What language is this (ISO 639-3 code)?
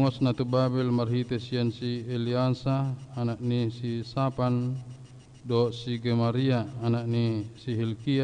bbc